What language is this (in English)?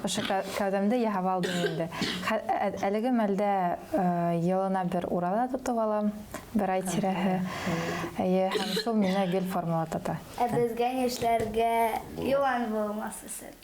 Bashkir